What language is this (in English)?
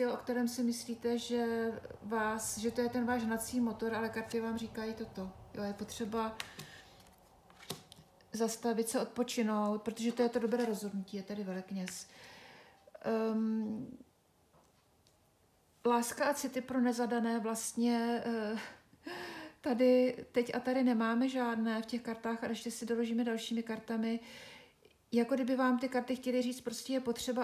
Czech